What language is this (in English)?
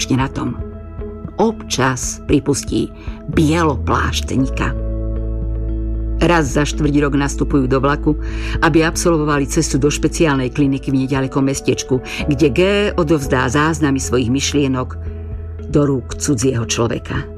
Slovak